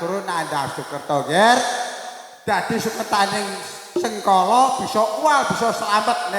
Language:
Javanese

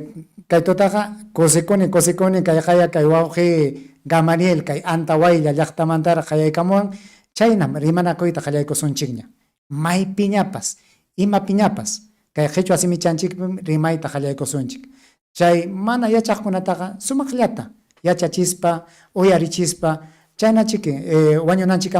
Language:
Ayacucho Quechua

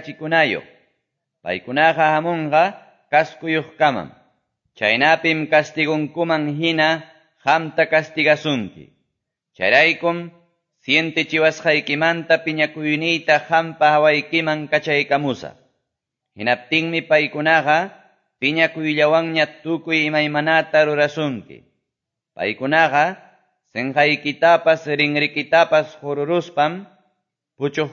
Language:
Quechua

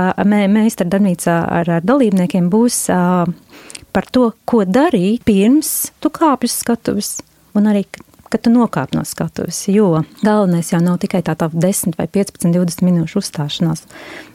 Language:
Latvian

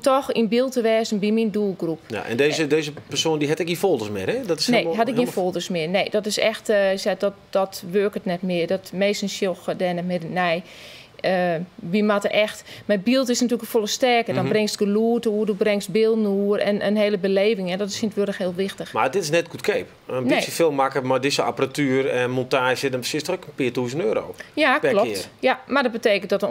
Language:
Western Frisian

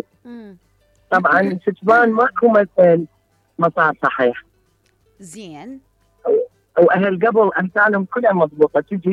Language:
Mesopotamian Arabic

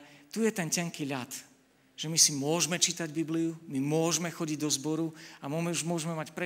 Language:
Slovak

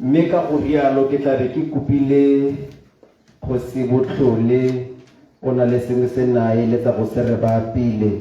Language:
Tswana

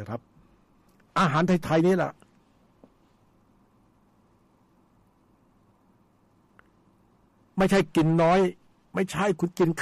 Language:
Thai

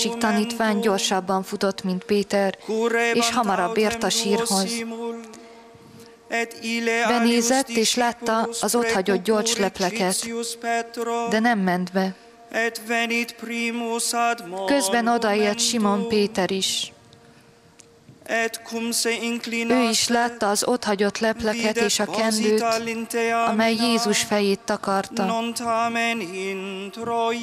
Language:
Hungarian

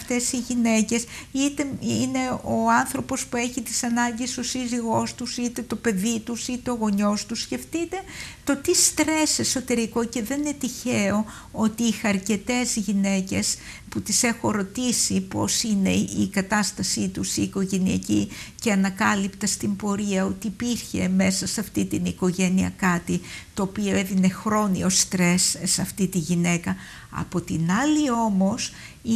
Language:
Greek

